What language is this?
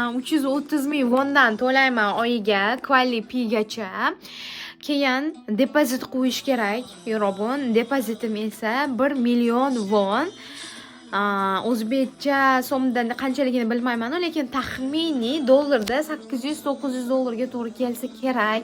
Uzbek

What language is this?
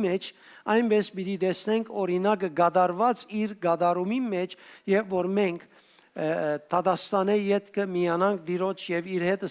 Western Armenian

